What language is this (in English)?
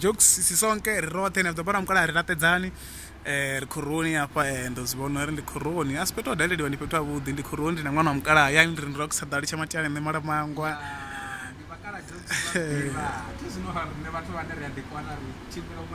Venda